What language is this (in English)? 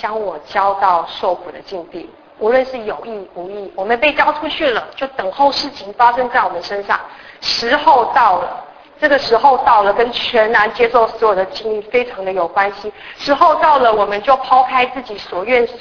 Chinese